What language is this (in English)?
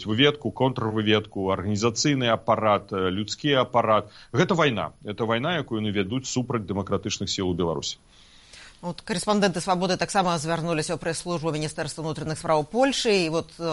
Belarusian